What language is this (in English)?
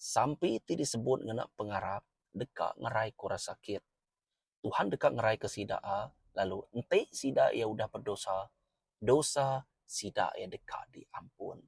Iban